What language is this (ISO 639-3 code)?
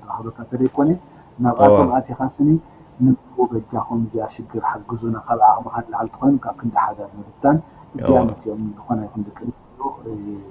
tir